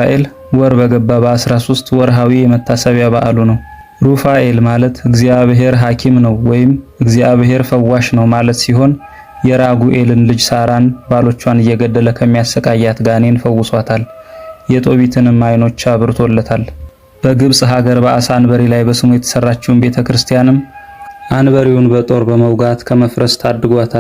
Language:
Amharic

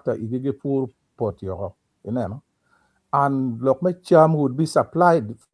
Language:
Acoli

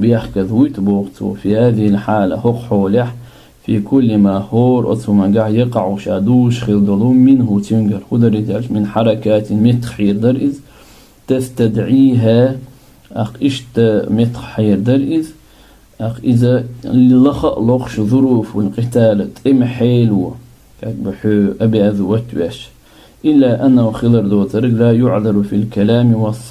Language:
Chechen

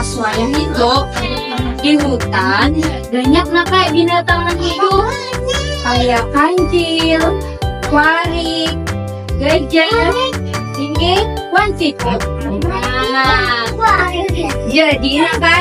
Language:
Banjar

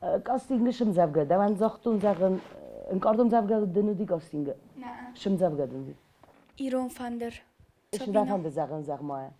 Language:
Ossetic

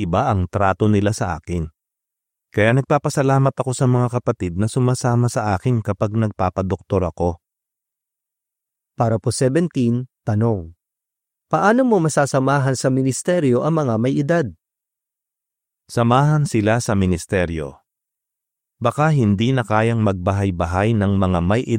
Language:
Filipino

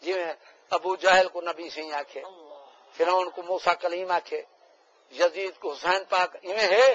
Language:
Saraiki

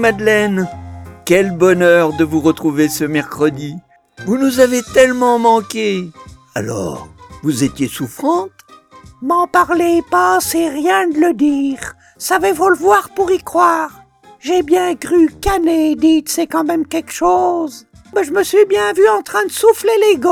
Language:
French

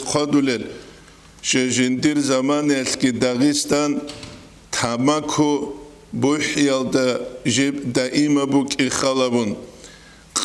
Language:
Avaric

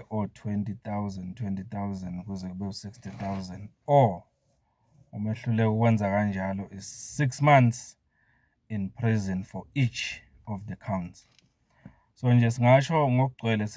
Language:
Zulu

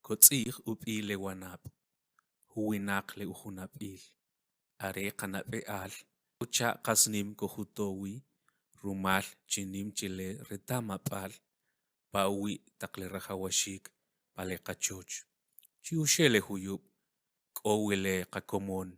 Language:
Kʼicheʼ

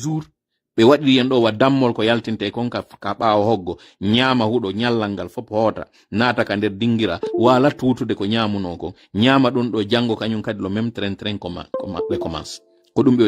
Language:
Pular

